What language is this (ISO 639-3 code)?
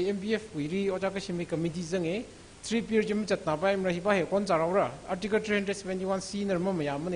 nmf